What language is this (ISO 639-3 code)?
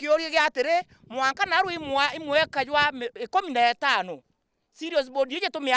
mer